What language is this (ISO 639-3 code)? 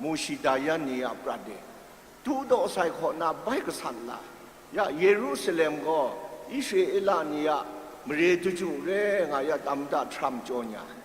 kac